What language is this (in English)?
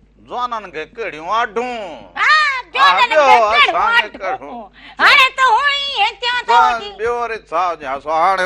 Sindhi